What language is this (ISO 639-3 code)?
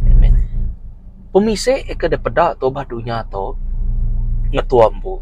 iba